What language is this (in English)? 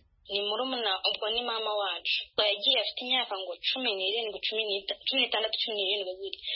Kinyarwanda